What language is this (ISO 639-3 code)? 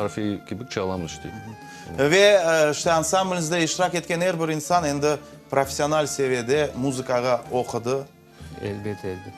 crh